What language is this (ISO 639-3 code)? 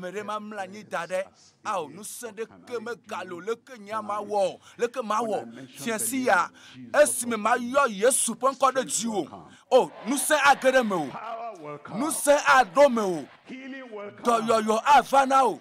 ewe